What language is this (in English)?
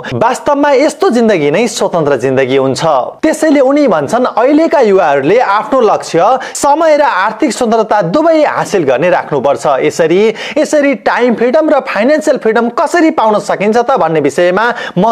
Nepali